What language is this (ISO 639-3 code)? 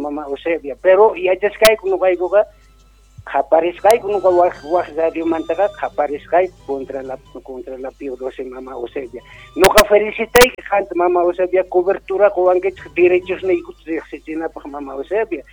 que